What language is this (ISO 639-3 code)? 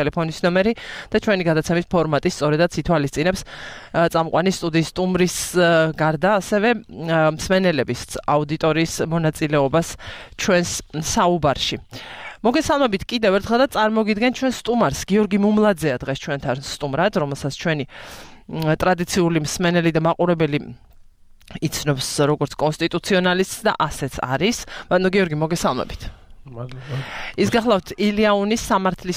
kat